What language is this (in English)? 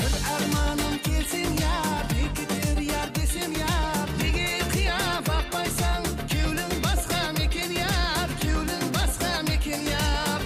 Kara-Kalpak